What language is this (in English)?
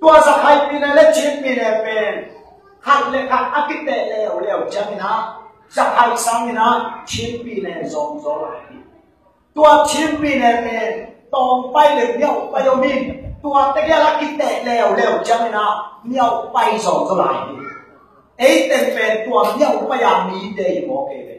Tedim Chin